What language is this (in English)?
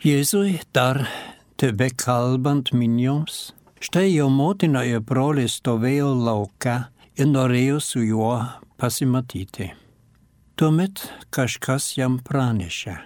Lithuanian